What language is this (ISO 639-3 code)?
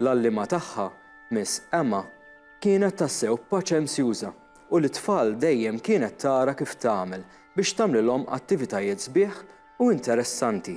mlt